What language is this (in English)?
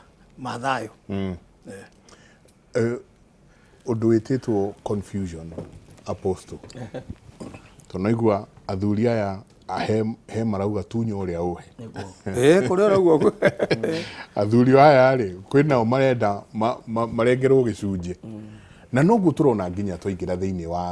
Kikuyu